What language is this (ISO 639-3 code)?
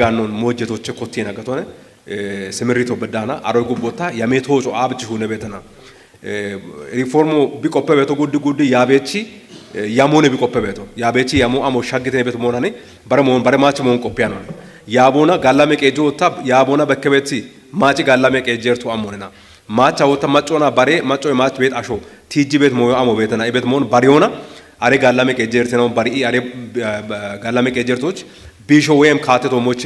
kbr